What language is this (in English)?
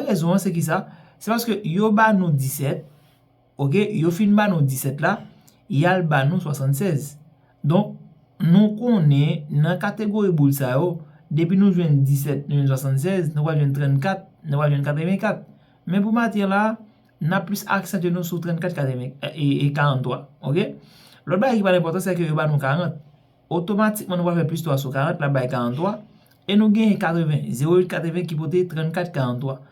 Haitian Creole